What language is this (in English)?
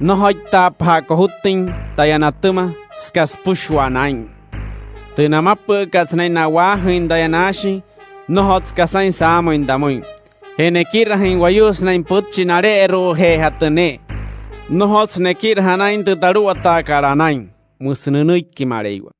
Wayuu